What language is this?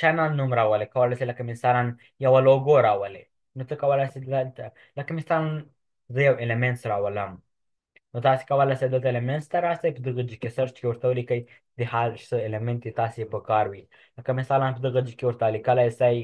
Pashto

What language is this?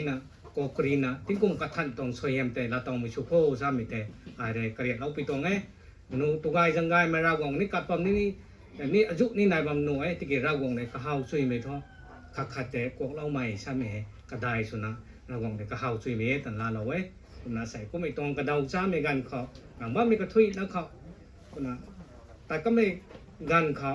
Rongmei Naga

